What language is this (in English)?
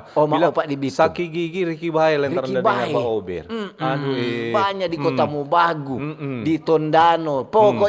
Manado Malay